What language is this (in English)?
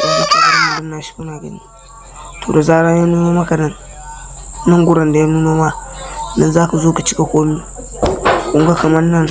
Hausa